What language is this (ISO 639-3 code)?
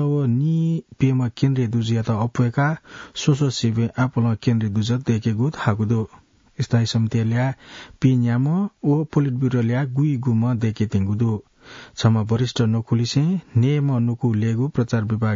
new